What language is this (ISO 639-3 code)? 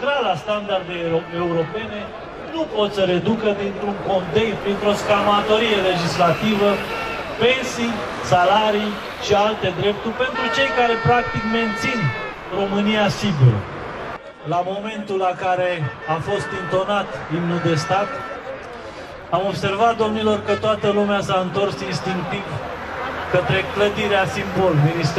ron